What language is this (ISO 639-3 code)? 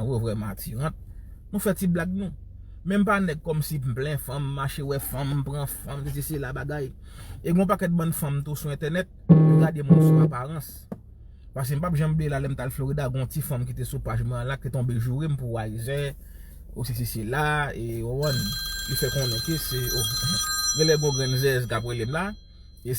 hat